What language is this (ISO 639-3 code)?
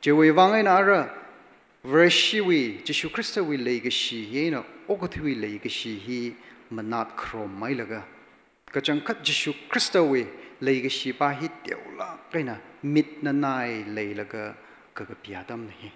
nmf